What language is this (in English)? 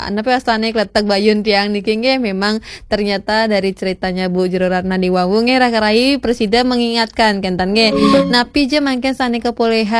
Balinese